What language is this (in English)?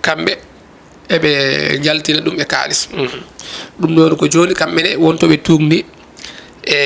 Fula